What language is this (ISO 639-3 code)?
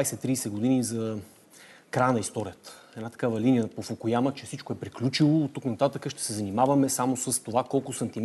bul